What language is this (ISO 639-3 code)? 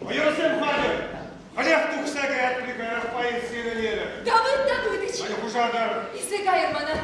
chv